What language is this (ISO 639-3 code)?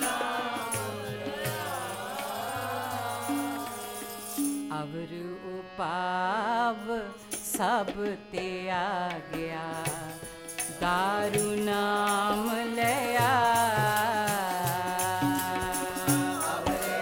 hin